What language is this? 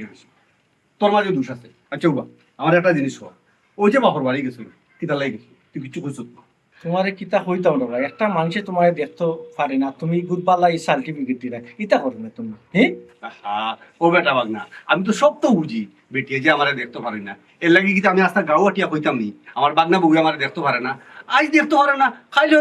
Sylheti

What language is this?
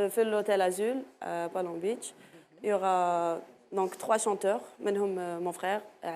Algerian Arabic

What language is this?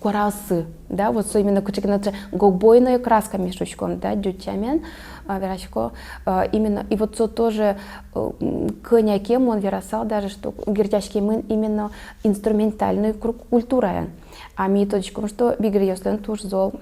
Udmurt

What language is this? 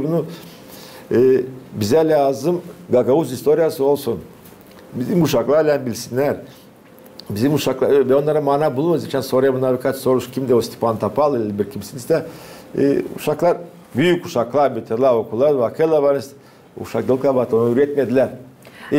Gagauz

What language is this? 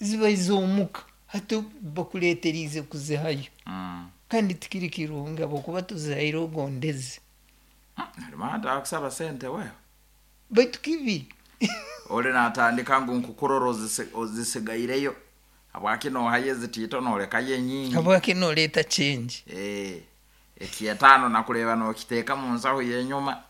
Nyoro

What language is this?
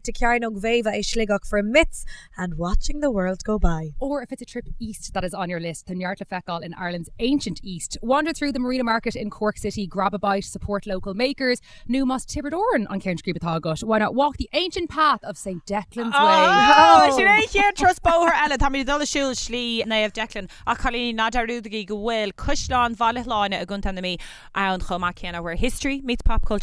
Irish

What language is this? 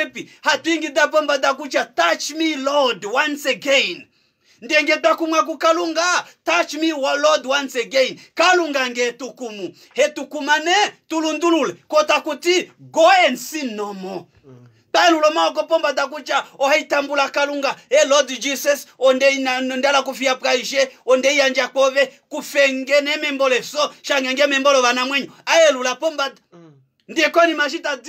Kuanyama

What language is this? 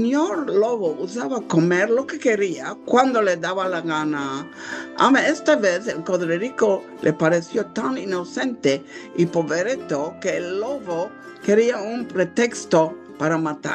Ladino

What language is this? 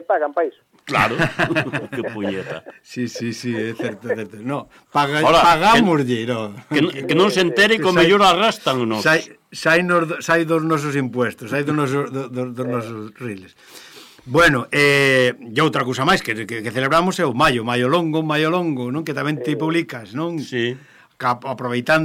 Galician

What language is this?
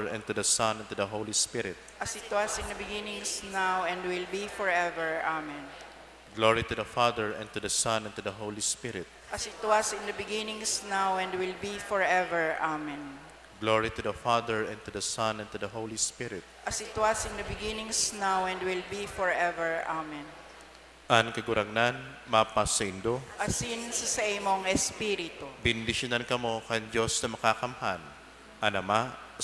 Bikol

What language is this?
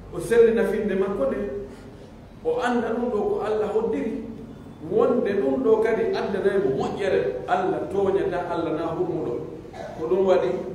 Pular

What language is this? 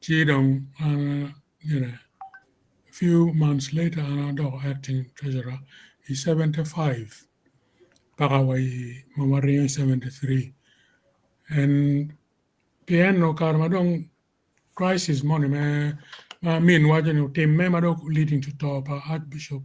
Acoli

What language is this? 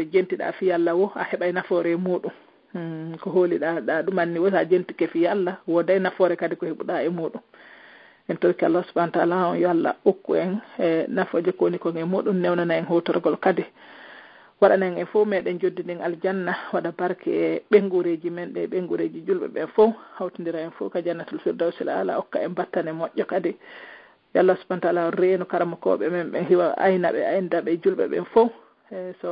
Pular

